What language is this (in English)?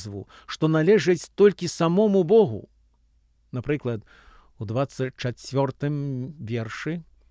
Belarusian